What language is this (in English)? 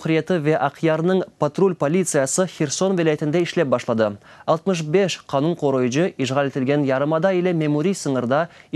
Crimean Tatar